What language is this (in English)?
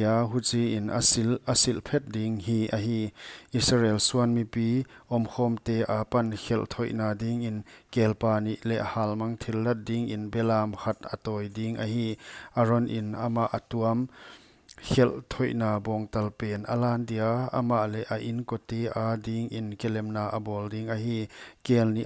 Paite Chin